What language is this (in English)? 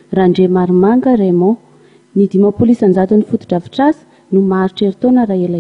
Malagasy